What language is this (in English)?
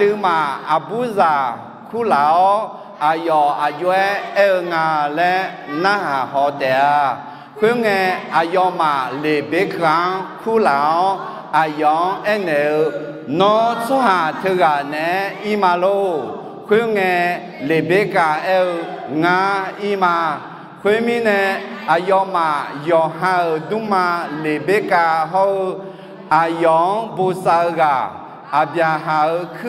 Akha